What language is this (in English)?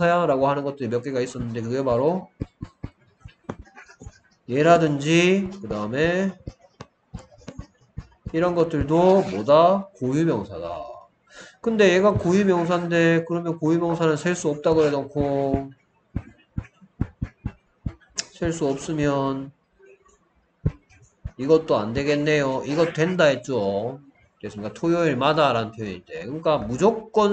Korean